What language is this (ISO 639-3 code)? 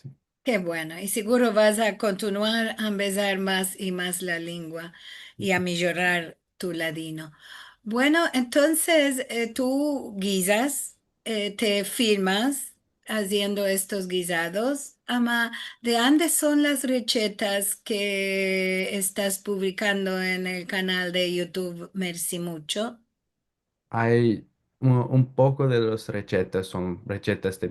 lad